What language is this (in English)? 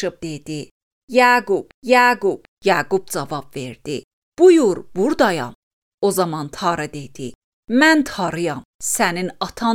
Azerbaijani